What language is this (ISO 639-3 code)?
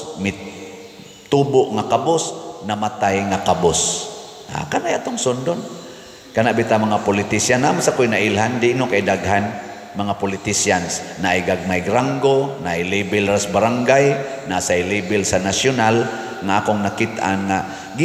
ceb